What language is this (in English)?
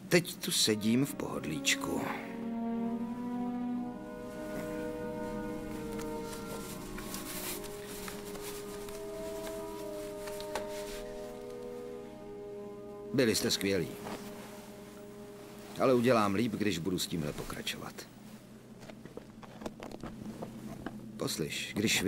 Czech